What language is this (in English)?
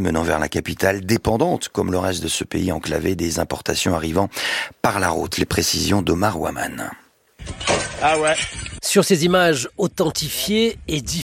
French